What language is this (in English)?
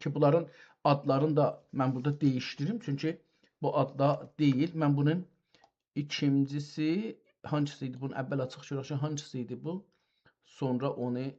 South Azerbaijani